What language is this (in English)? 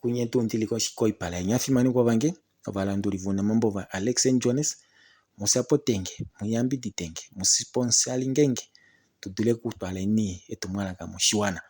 Kuanyama